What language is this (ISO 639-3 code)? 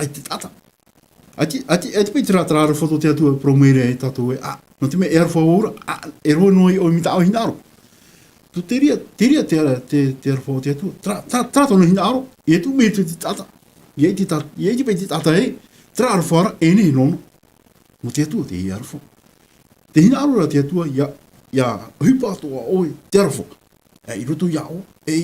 tah